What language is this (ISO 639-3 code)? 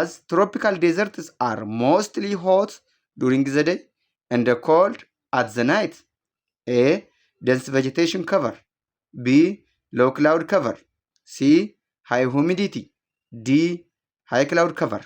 eng